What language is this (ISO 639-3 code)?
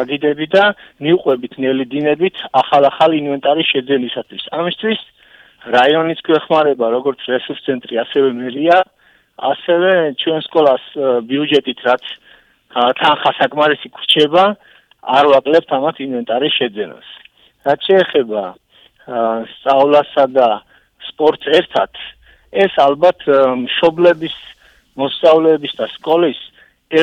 kat